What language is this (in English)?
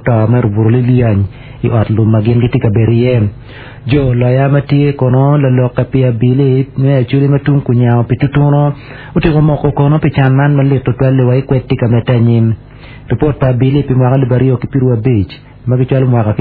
Acoli